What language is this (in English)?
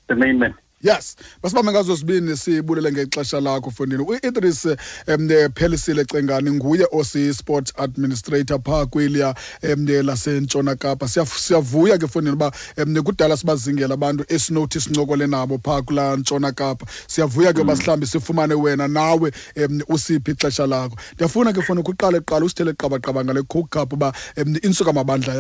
Xhosa